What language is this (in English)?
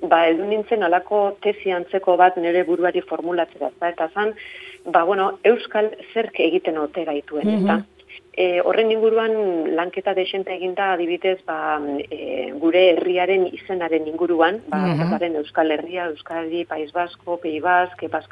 Basque